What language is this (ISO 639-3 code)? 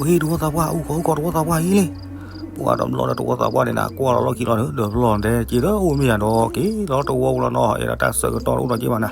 ksw